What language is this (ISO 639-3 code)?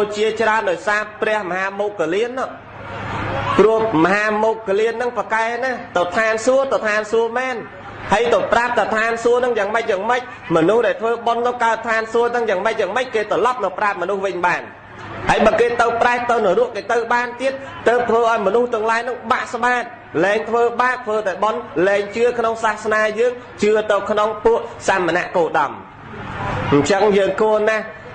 khm